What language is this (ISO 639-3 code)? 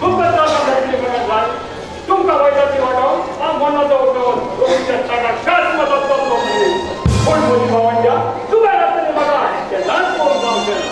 kok